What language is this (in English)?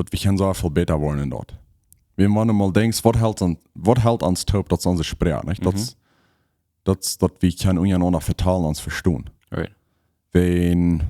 Plautdietsch